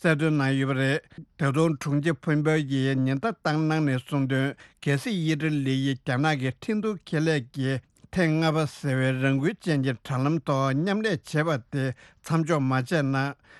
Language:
Tibetan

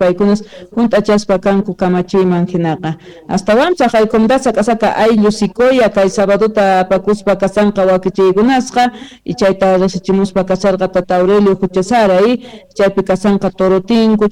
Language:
South Bolivian Quechua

